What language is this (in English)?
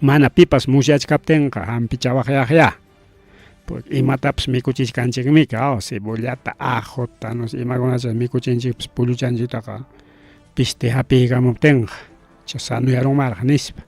Ayacucho Quechua